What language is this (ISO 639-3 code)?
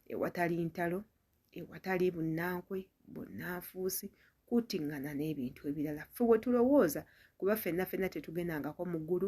lug